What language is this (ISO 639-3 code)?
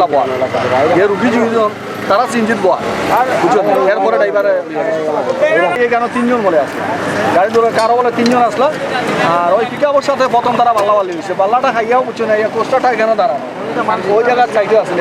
syl